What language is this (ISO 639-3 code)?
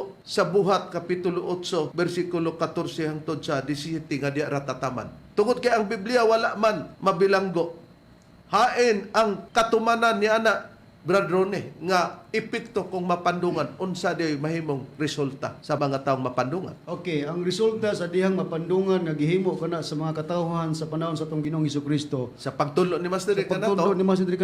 ceb